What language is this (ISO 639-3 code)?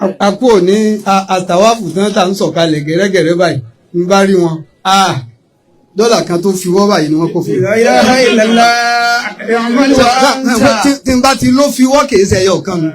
yor